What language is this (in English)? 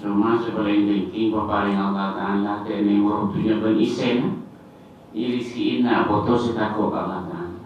Madurese